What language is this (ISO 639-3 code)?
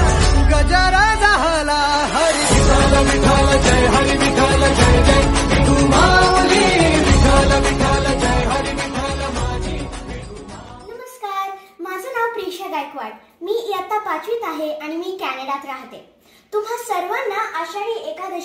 mar